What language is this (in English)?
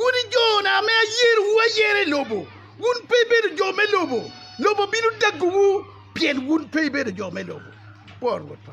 Acoli